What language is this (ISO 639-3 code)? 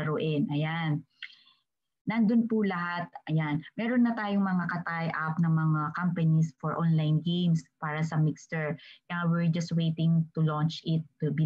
fil